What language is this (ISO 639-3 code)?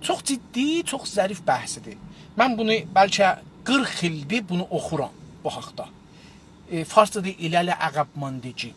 azb